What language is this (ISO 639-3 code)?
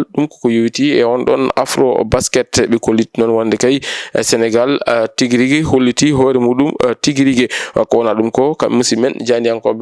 ful